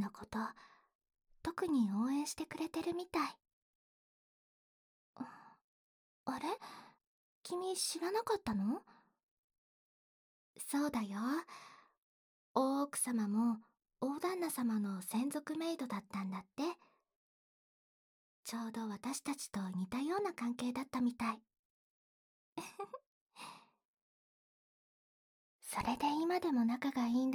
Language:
Japanese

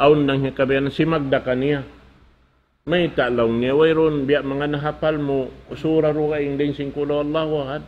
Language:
Tausug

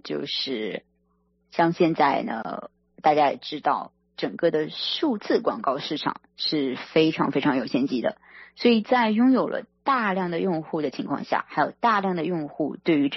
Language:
Chinese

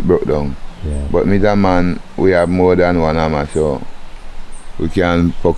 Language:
Jamaican Creole English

